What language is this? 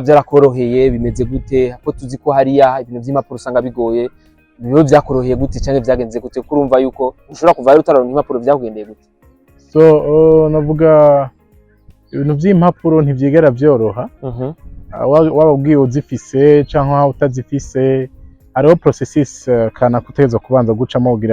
Rundi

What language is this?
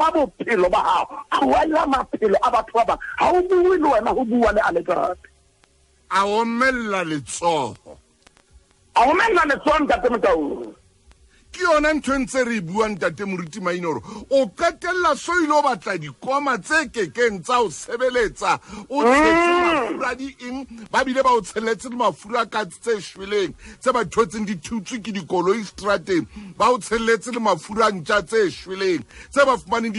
Southern Sotho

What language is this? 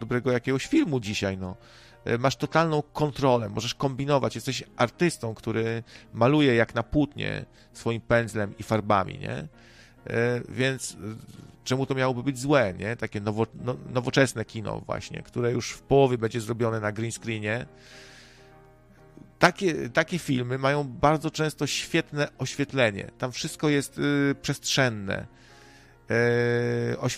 Polish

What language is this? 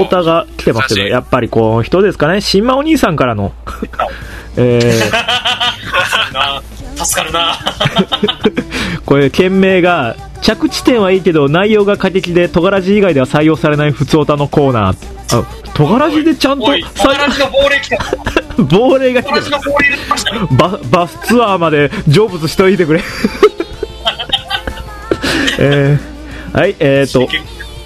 Japanese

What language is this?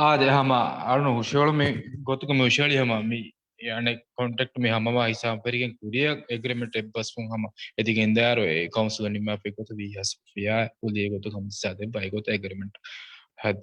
Divehi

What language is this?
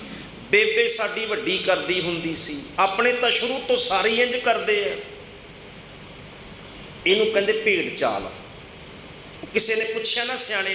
Punjabi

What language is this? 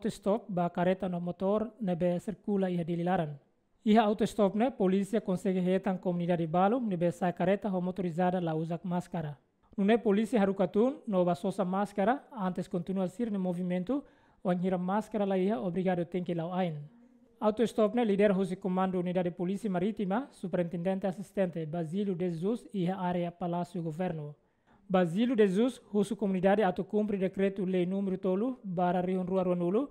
Tetum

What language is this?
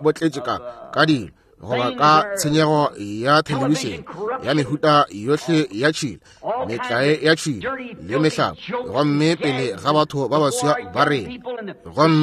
Northern Sotho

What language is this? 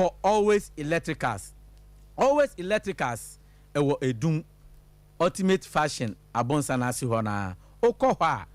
Akan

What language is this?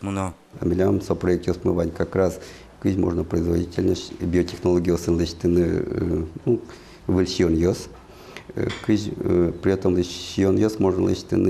Udmurt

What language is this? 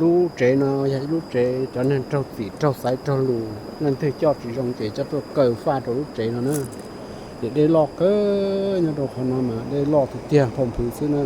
Hmong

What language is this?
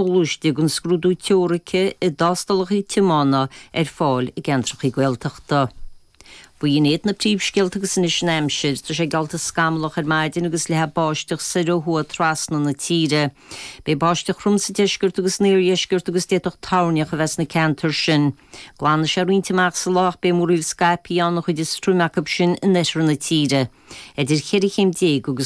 Irish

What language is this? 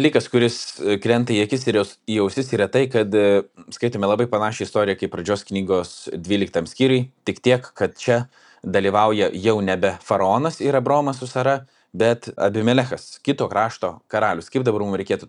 Lithuanian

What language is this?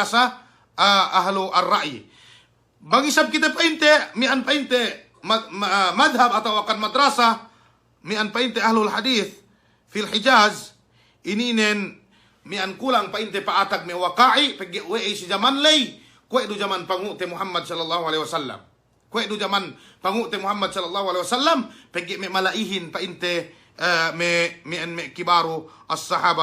Yakan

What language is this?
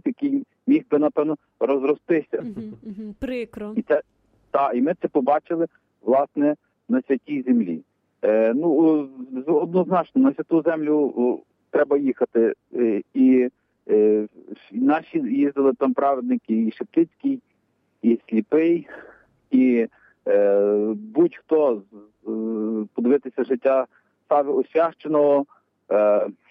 Ukrainian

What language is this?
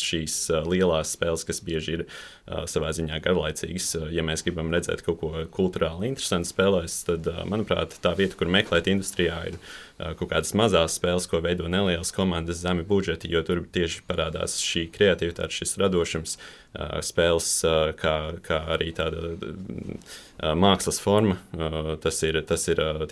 Latvian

